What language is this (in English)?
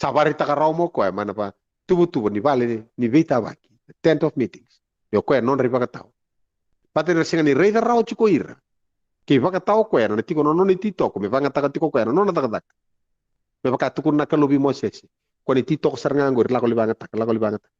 Fijian